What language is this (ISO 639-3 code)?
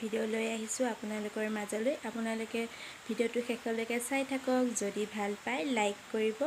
asm